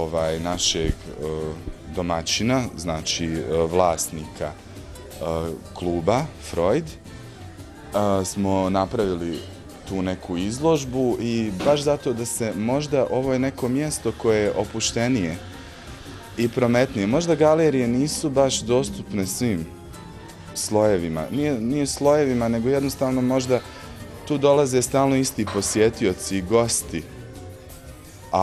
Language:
Bosnian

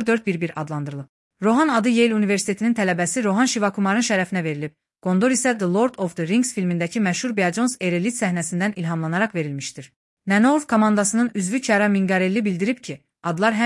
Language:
Azerbaijani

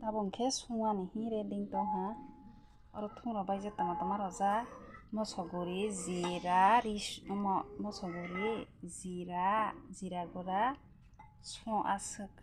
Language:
Kok Borok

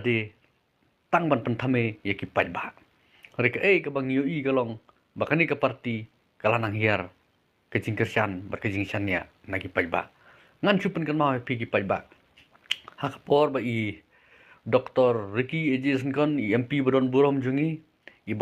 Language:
Khasi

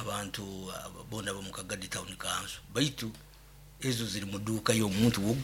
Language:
Nyoro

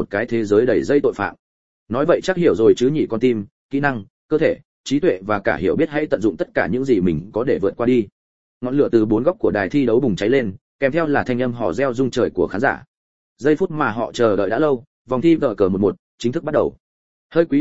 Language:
Vietnamese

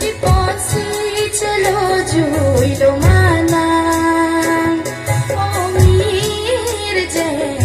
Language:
Karbi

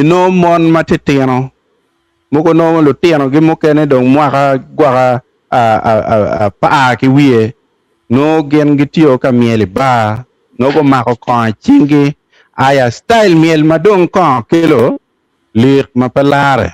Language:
Acoli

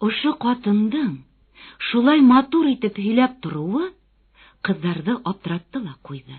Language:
Bashkir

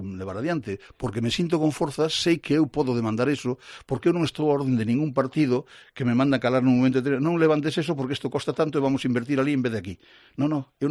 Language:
Galician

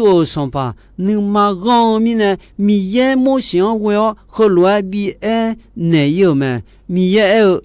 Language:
Akha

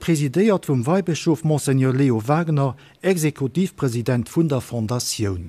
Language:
Luxembourgish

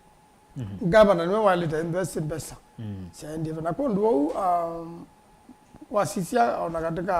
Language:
Kamba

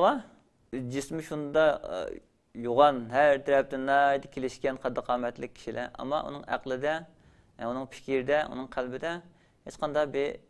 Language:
Uyghur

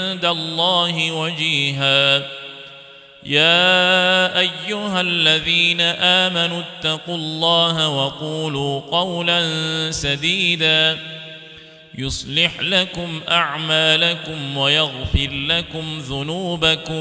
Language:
Arabic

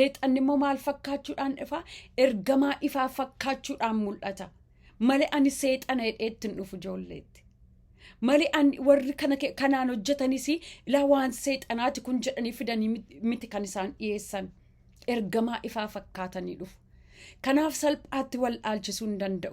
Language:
Oromo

